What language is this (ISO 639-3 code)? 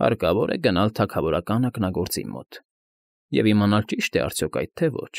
hye